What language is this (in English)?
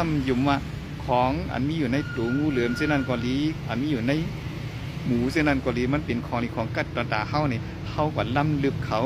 Shan